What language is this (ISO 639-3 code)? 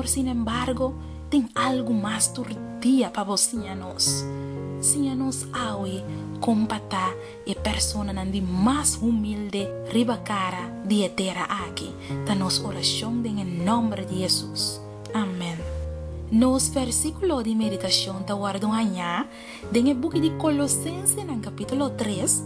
pap